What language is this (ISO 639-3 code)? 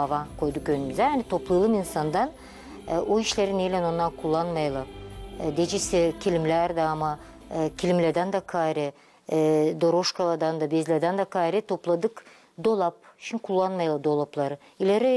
gag